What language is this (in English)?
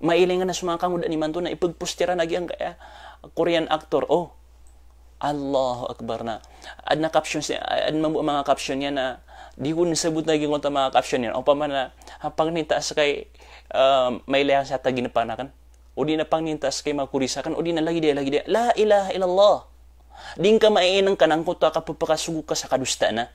Maranao